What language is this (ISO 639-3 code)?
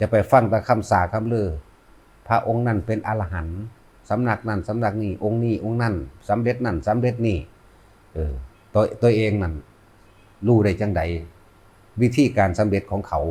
lao